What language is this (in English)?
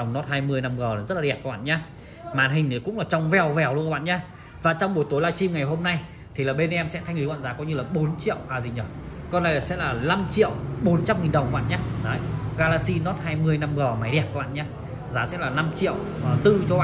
Vietnamese